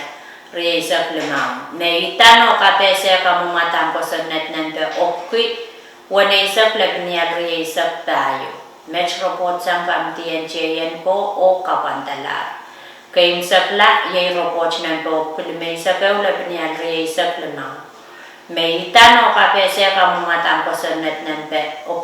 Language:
Pohnpeian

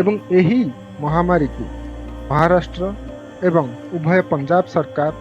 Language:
Odia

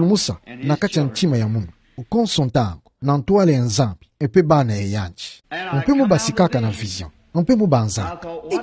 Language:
Kituba (Democratic Republic of Congo)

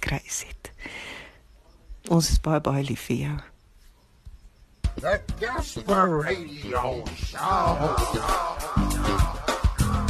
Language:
Afrikaans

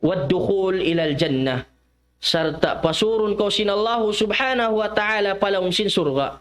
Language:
Tausug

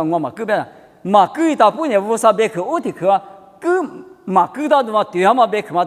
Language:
Lisu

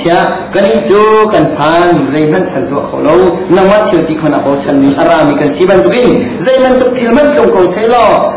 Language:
Hakha Chin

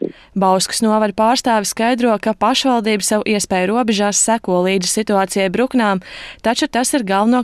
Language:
Latvian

